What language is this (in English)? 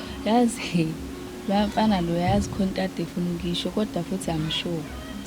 Zulu